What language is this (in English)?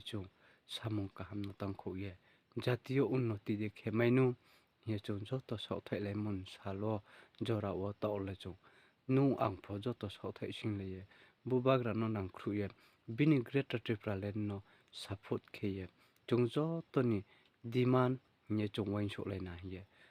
Riang (India)